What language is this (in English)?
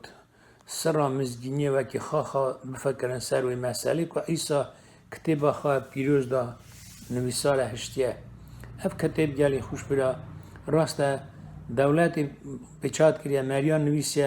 Kurdish